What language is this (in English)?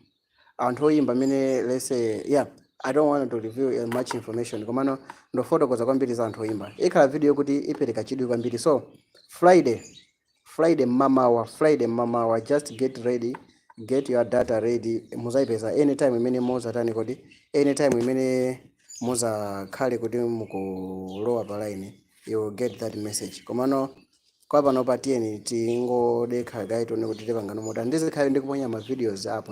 Nyanja